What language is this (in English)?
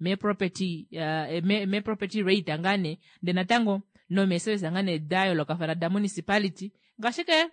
Kuanyama